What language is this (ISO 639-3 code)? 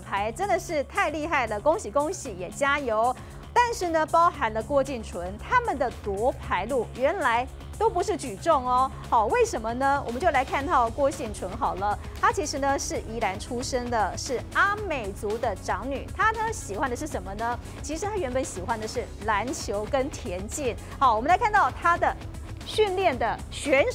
zho